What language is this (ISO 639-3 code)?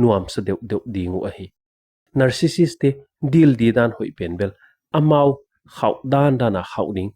pck